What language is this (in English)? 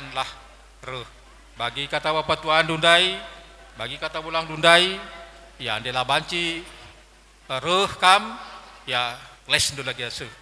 Batak Karo